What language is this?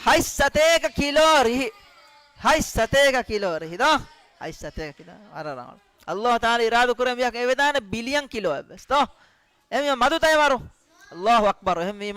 Divehi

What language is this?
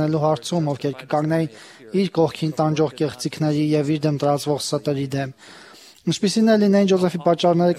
Armenian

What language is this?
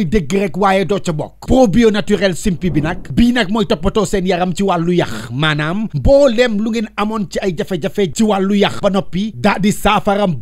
Wolof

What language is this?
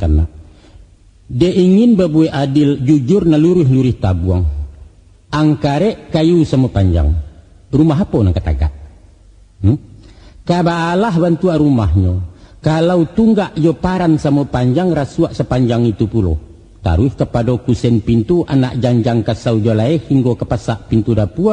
Minangkabau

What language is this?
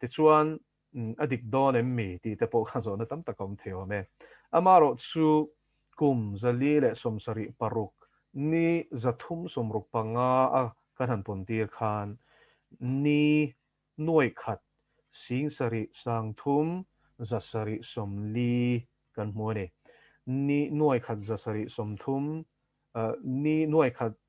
Mizo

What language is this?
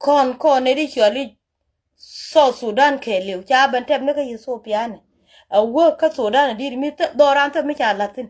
Nuer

